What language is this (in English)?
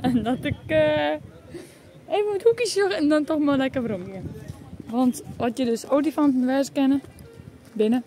Western Frisian